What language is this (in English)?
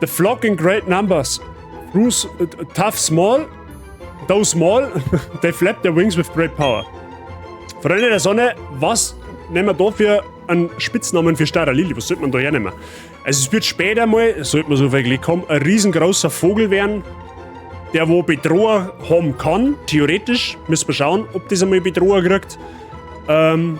Bavarian